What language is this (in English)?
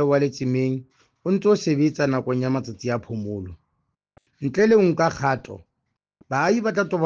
Southern Sotho